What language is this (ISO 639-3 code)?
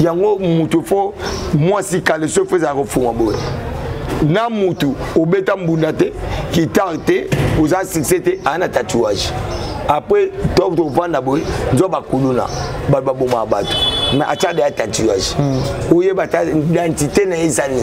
lin